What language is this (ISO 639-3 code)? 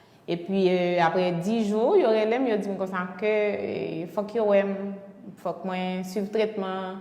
hat